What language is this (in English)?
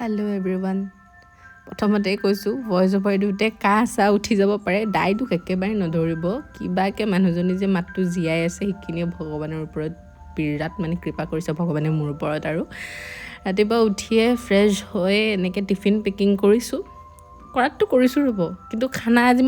Assamese